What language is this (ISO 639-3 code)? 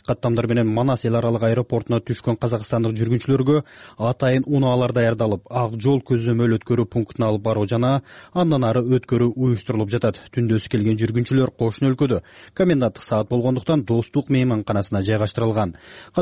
kir